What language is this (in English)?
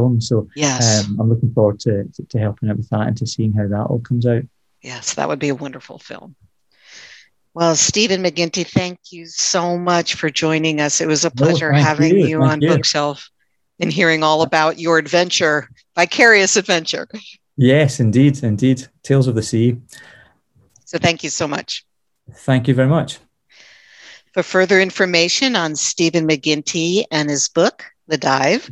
English